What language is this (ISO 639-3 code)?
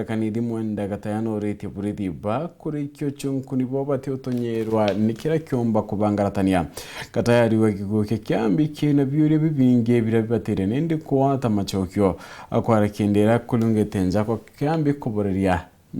mer